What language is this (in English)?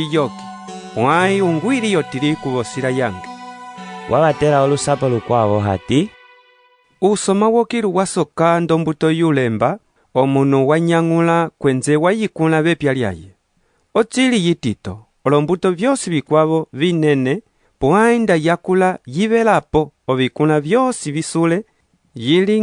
Umbundu